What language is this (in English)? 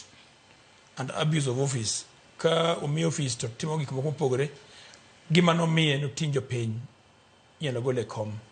Luo (Kenya and Tanzania)